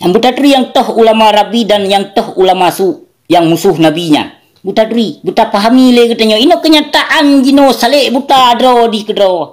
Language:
Achinese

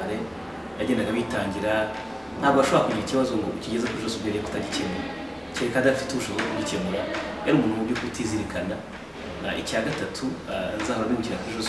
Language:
Kinyarwanda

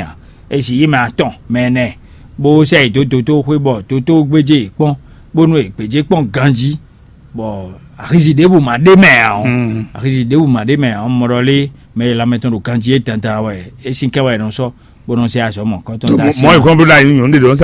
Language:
Fon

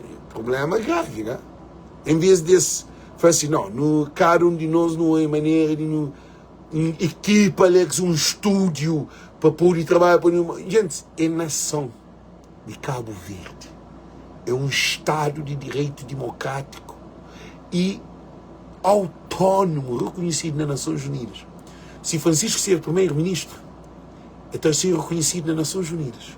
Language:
Kabuverdianu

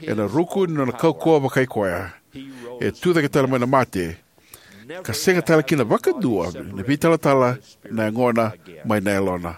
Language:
Fijian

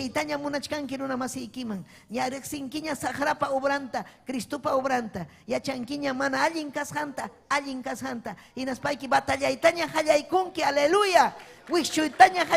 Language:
Ayacucho Quechua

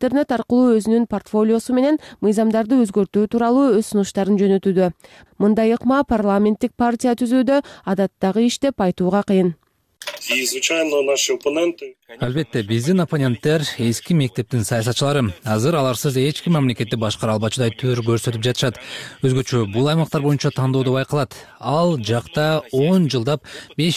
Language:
Kyrgyz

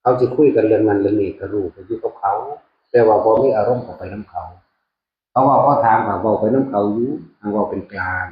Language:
Northeastern Thai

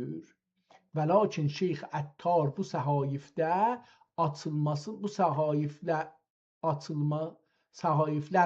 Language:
South Azerbaijani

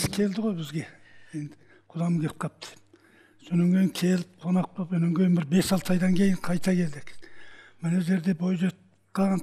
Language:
Kazakh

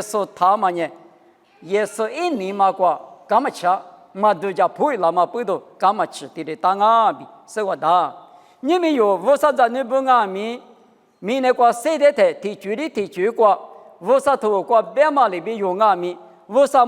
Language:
Lisu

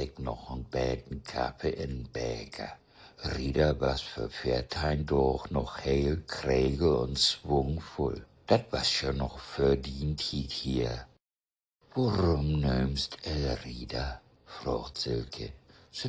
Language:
Low German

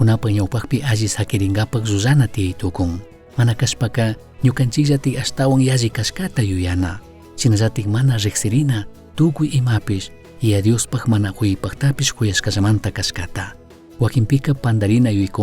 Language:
Chimborazo Highland Quichua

